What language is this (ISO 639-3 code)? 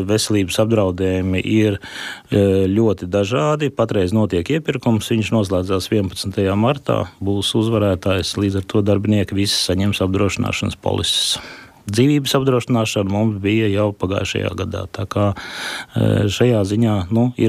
lav